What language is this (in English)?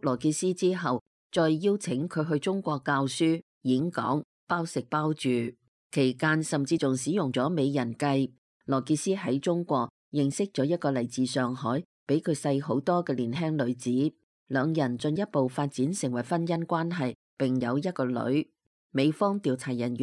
Cantonese